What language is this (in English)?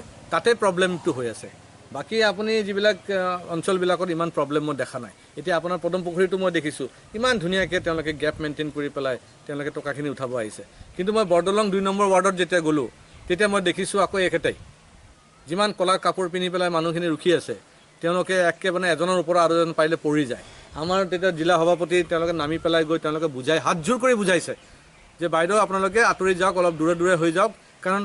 Assamese